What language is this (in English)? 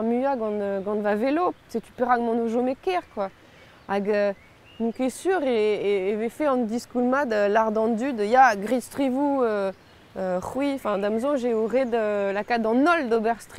Breton